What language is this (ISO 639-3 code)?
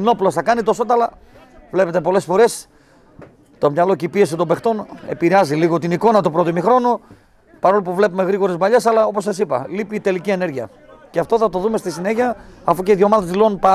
ell